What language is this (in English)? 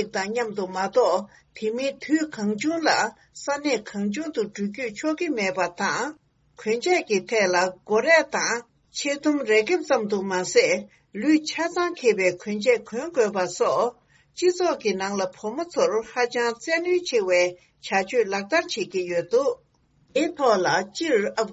Tibetan